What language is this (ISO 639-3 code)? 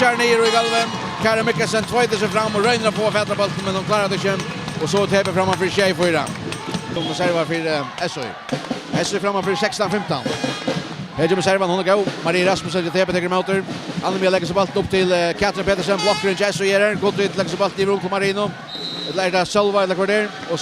fao